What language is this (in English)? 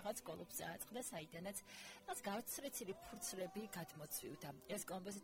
Georgian